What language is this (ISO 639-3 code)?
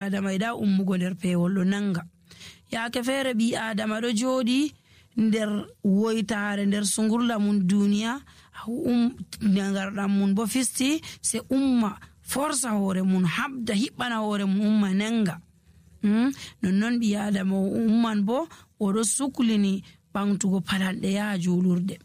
fuv